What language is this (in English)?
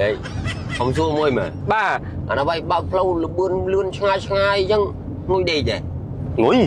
Khmer